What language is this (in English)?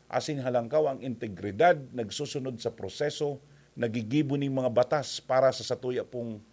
Bikol